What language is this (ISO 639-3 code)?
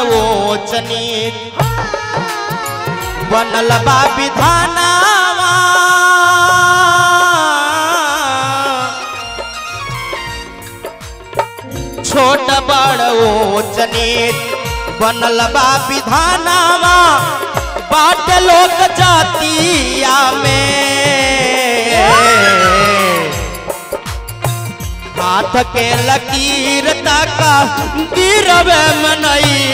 bho